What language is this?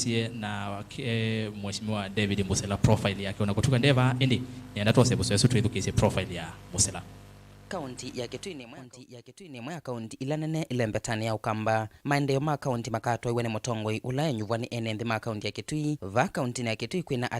Kamba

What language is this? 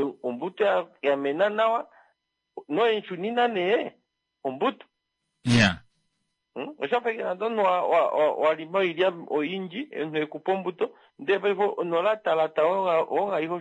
Kuanyama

